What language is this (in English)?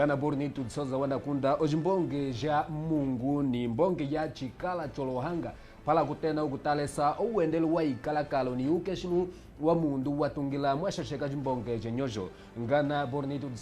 Kimbundu